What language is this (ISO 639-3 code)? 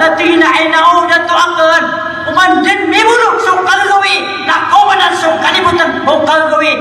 mrw